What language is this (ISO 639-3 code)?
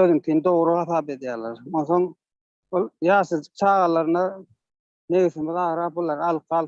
tuk